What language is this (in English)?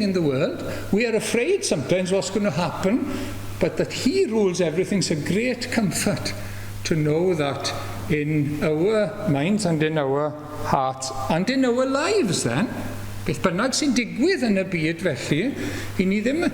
Welsh